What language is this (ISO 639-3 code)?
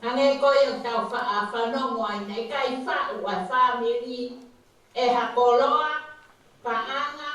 ton